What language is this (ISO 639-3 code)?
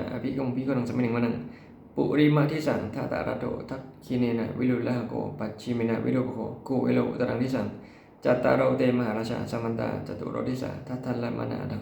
pli